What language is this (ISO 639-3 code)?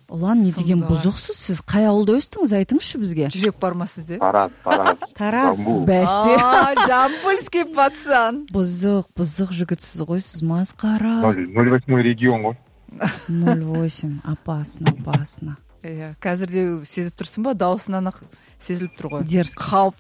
kaz